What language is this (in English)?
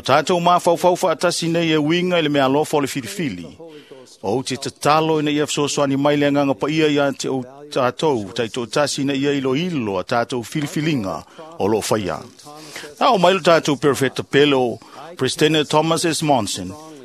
Samoan